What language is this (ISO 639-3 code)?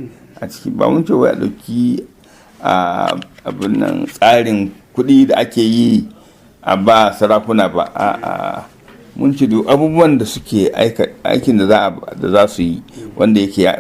hau